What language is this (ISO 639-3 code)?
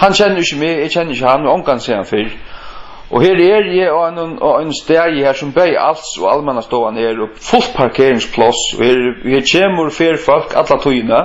fao